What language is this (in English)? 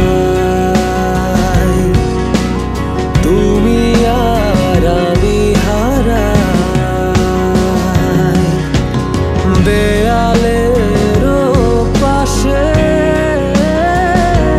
Bangla